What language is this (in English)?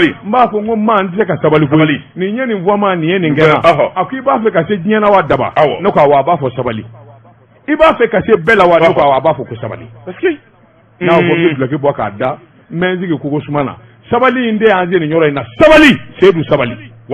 Bambara